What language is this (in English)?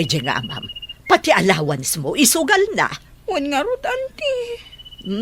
Iloko